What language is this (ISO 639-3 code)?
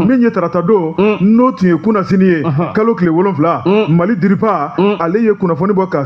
bam